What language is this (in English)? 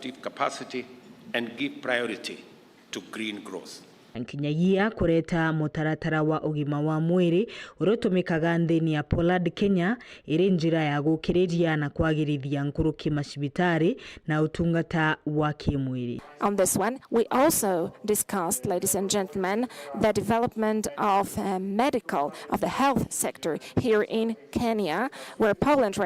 Meru